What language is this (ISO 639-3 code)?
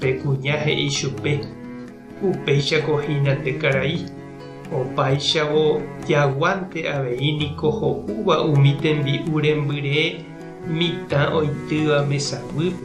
grn